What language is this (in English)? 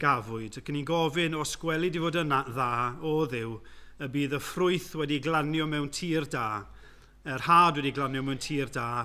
Welsh